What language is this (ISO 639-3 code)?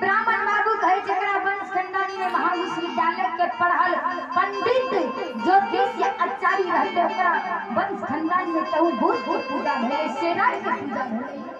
mai